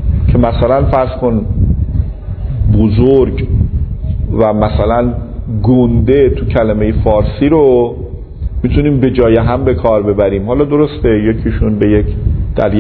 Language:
Persian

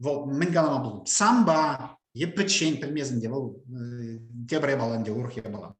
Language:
Chuvash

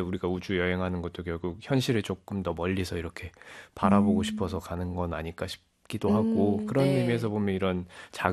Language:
Korean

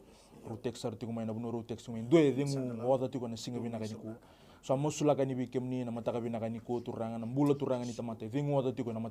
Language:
Fijian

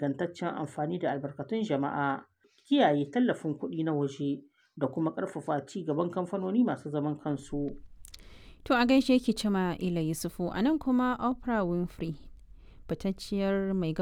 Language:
Hausa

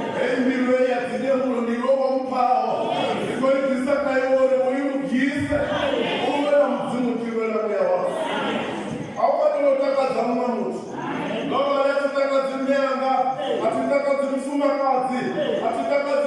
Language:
Venda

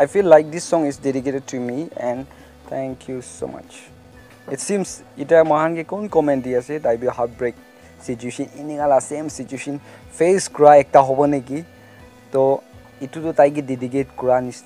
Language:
Naga Pidgin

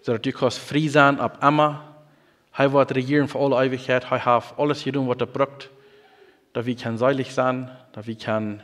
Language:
Plautdietsch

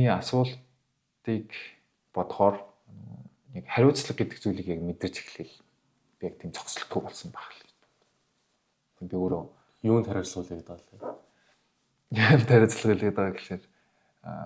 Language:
Mongolian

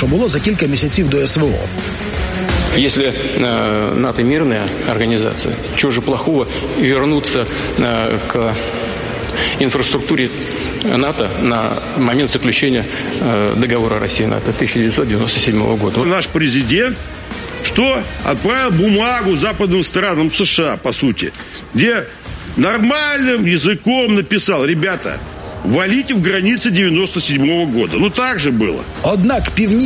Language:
Ukrainian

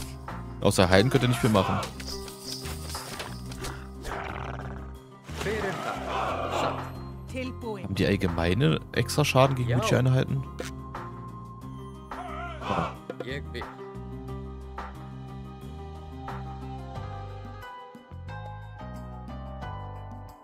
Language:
German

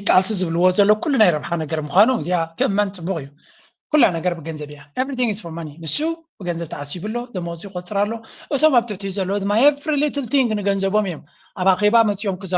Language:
Tigrinya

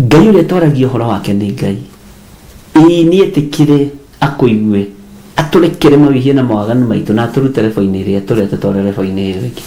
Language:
Kikuyu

